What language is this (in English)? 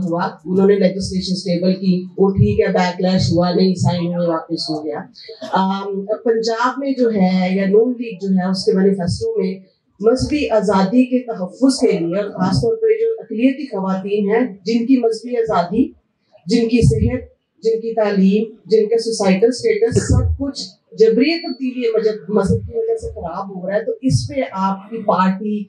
Urdu